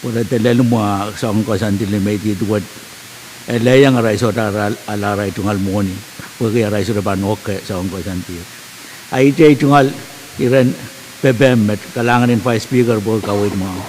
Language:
Pohnpeian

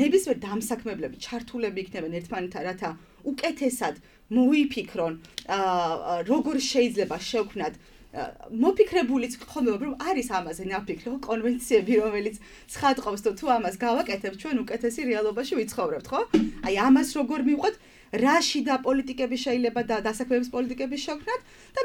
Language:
Georgian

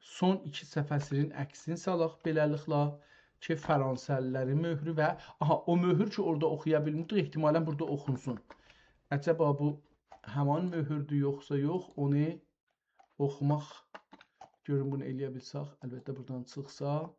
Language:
South Azerbaijani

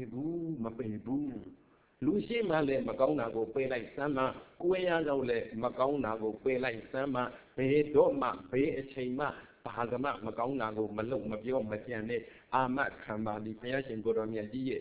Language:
Burmese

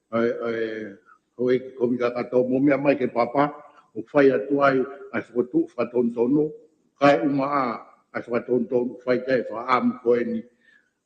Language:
Tongan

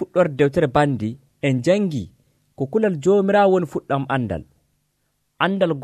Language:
Nigerian Fulfulde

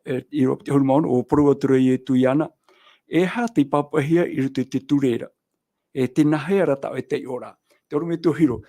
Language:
Tahitian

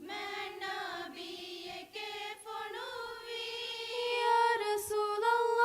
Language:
Divehi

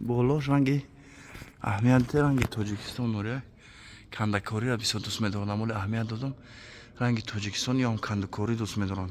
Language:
Tajik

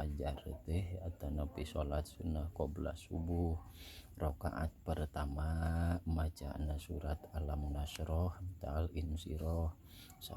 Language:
Sundanese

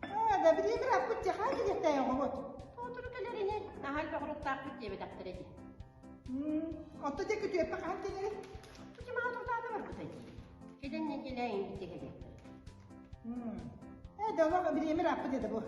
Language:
Yakut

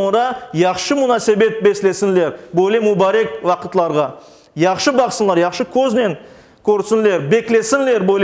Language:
Crimean Tatar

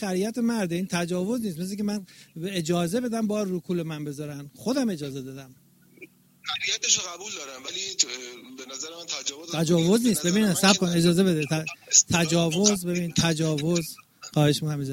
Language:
Persian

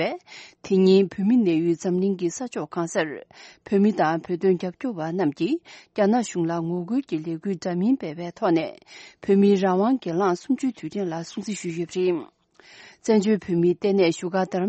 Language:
Tibetan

